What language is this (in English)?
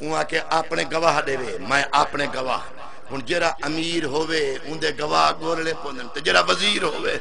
Saraiki